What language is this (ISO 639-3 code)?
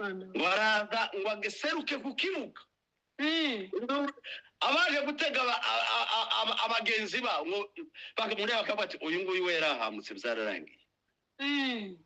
kin